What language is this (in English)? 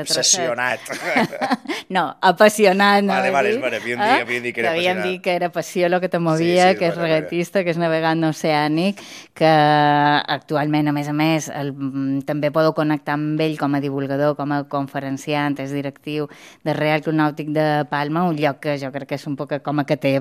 Catalan